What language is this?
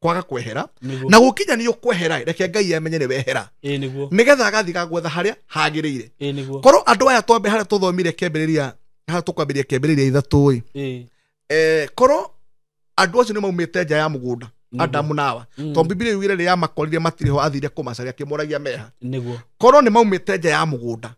Kikuyu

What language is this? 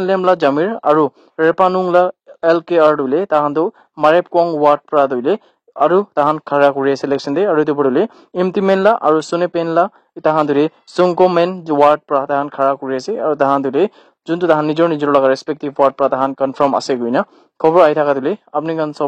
Naga Pidgin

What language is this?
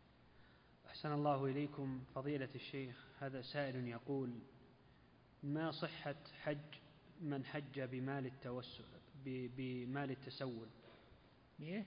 Arabic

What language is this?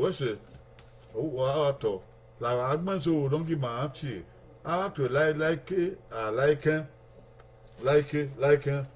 Bini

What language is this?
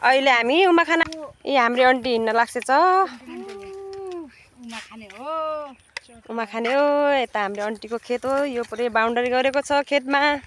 Nepali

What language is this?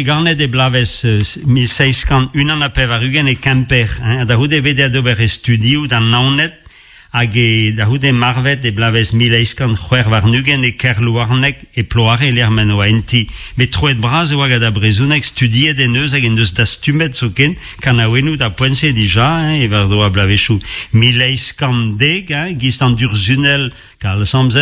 Breton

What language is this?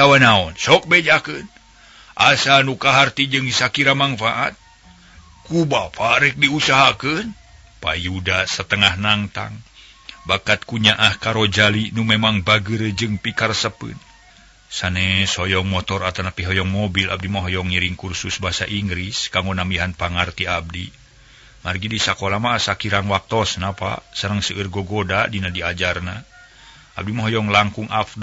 Sundanese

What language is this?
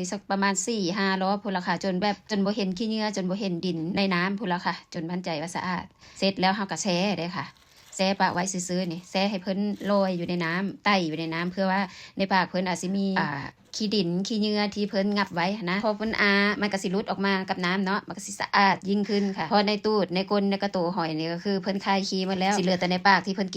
Northeastern Thai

